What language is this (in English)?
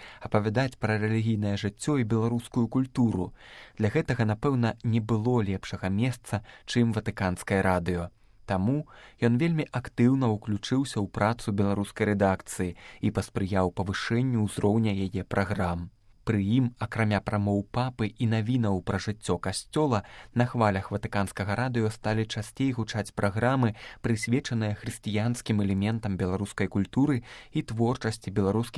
Belarusian